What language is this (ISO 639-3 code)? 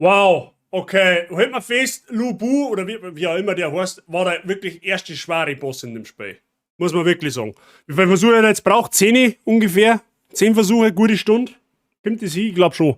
bar